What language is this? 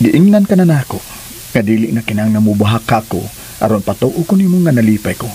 Cebuano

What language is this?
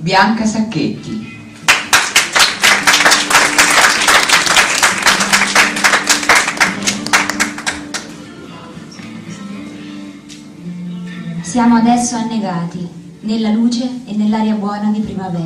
Italian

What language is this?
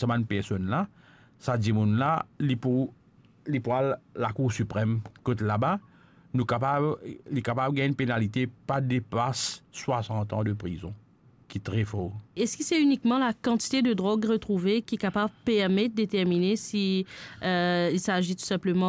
Morisyen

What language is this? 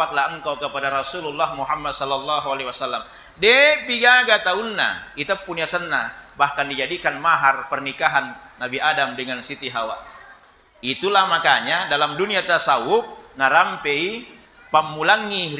Buginese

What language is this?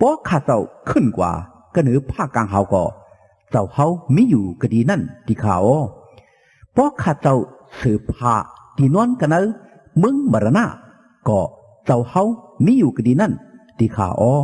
Shan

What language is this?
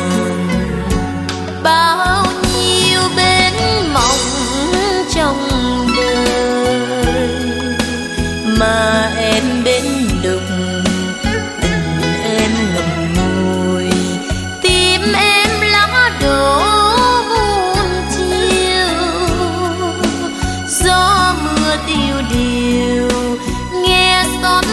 Vietnamese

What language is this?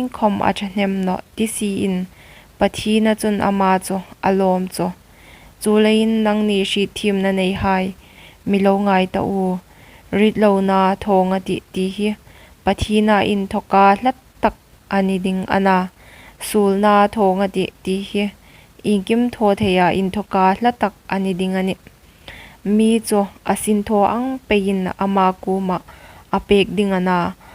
Hmar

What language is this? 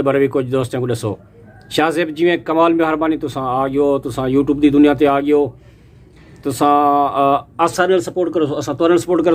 Saraiki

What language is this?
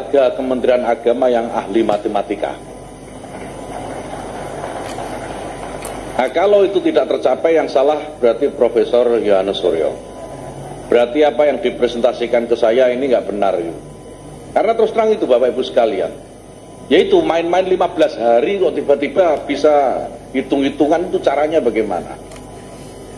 Indonesian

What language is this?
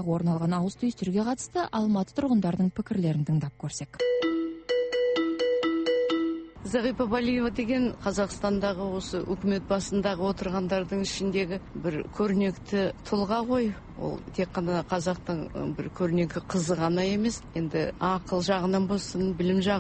Kazakh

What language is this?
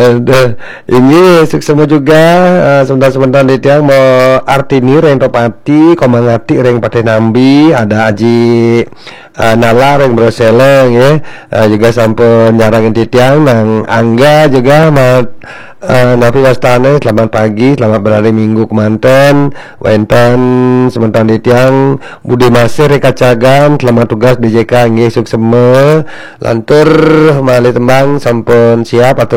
Balinese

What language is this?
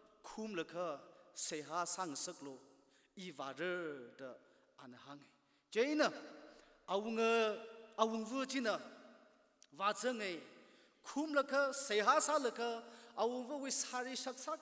Tangkhul Naga (India)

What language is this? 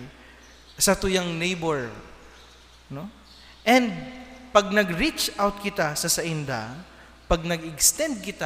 Bikol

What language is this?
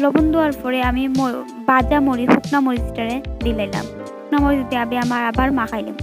Sylheti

